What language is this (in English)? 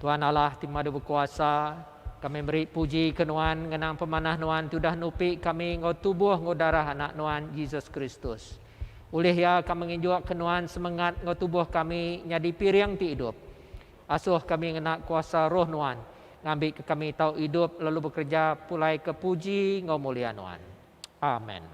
Iban